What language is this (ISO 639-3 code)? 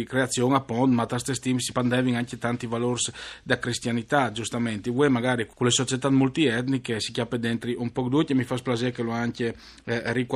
fur